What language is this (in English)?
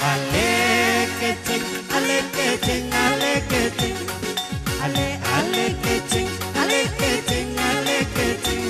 Batak Karo